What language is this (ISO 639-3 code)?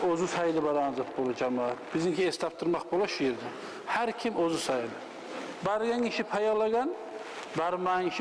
kum